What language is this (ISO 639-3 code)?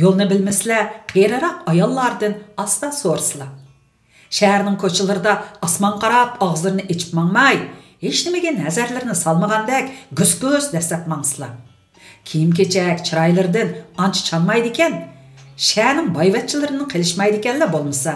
uig